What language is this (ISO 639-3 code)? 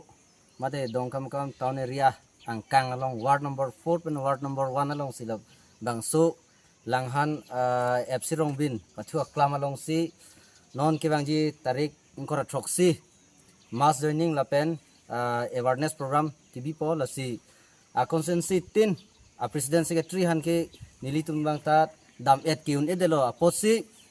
mjw